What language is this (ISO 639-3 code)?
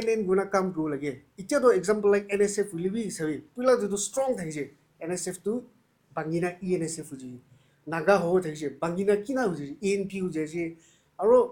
nag